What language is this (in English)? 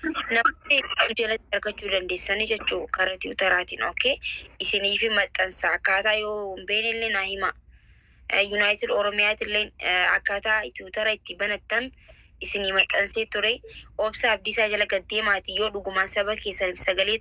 Oromo